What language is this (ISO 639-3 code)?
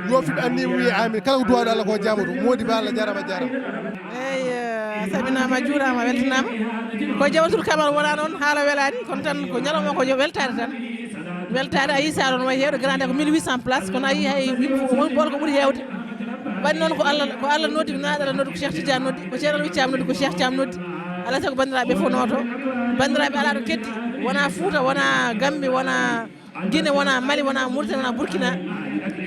ful